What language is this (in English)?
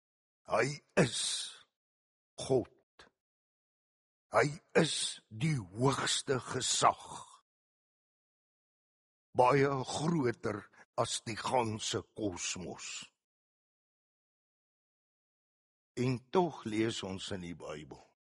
Afrikaans